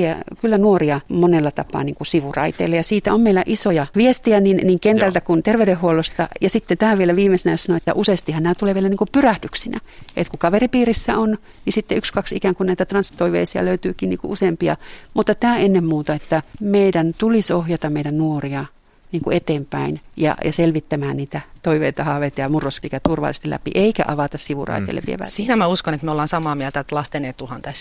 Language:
Finnish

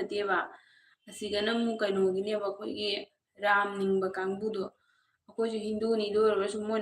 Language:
Manipuri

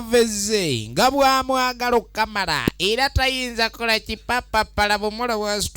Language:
Ganda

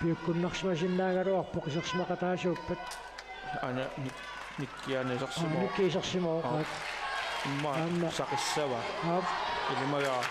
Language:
Kalaallisut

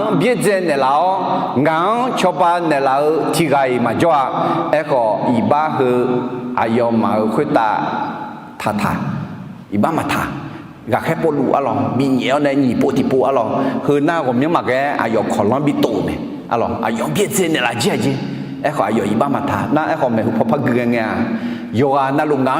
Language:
Akha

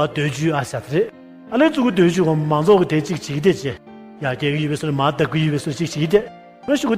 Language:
Tibetan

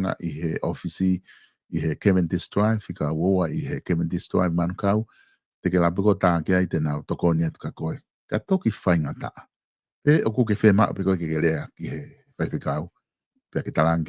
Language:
Tongan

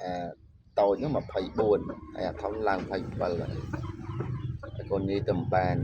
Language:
Khmer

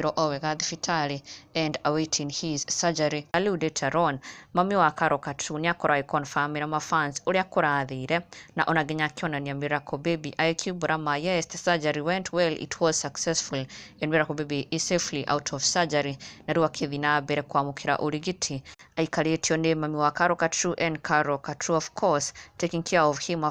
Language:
Kikuyu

